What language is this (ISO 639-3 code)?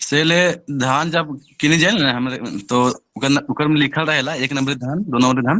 sck